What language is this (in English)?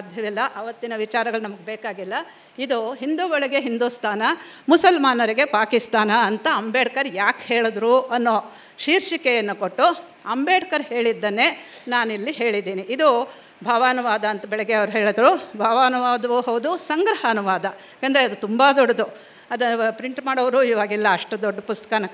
Kannada